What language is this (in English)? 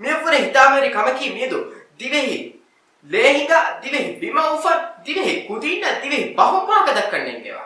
Divehi